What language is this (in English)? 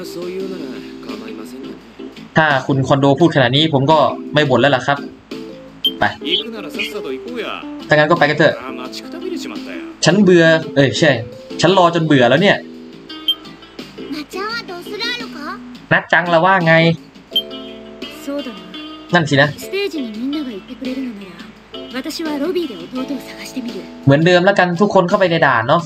Thai